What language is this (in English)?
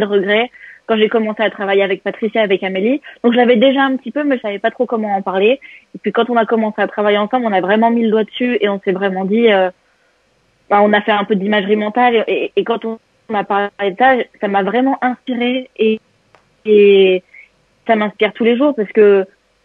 French